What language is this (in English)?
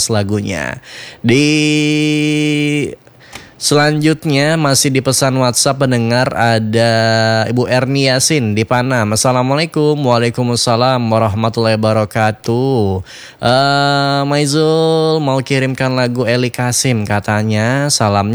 Indonesian